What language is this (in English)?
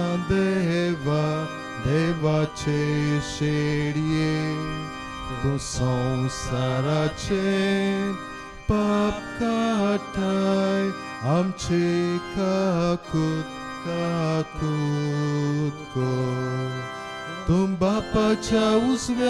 Konkani